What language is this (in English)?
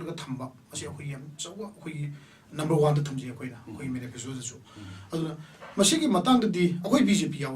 Manipuri